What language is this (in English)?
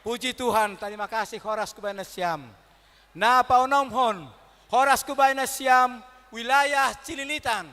Batak Simalungun